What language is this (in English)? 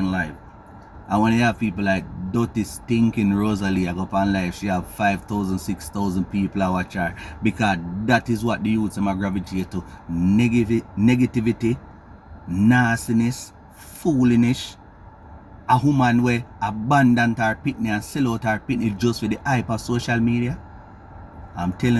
Jamaican Creole English